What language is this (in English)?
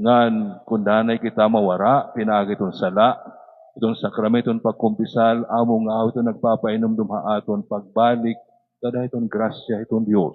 Waray